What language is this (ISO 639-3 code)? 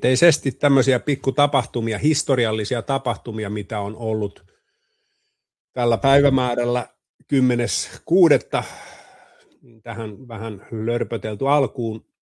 fin